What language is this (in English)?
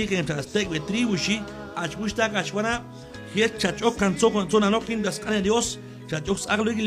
Q'anjob'al